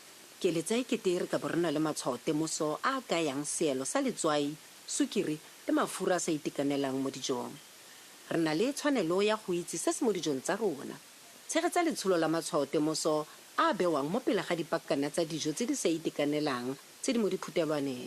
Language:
Tswana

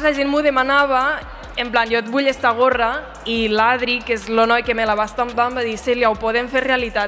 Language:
Catalan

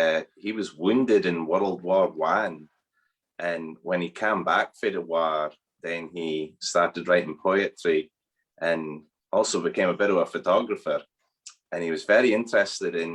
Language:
Scots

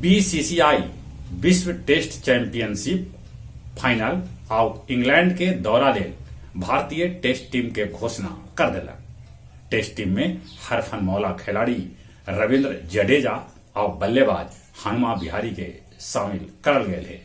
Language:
Magahi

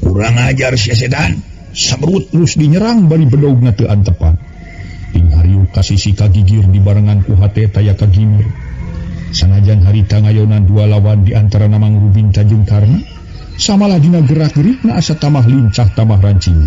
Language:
Sundanese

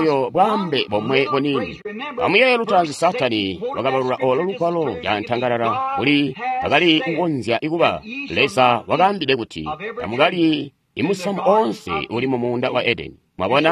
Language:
Tonga (Zambia)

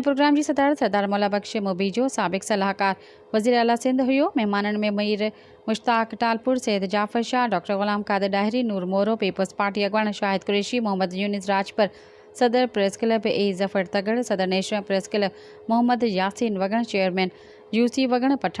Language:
Sindhi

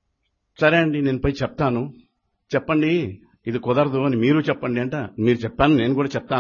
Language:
Telugu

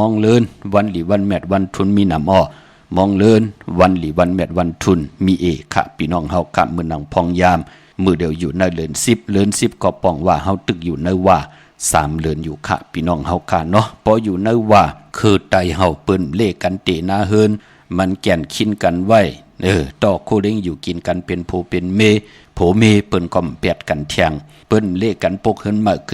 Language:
Shan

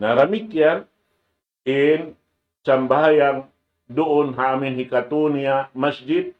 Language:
Tausug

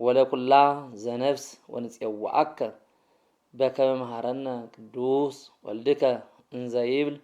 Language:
Geez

